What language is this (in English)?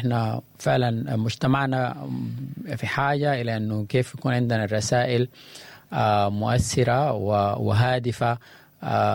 Sudanese Arabic